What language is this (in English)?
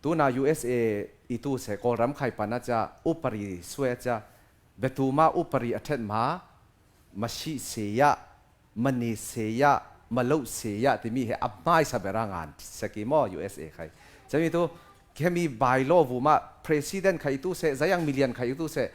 Falam Chin